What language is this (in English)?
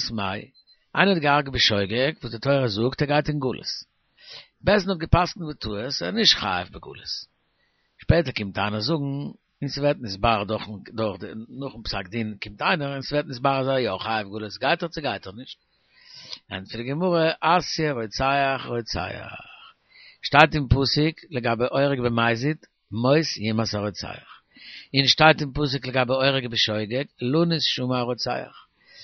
Yiddish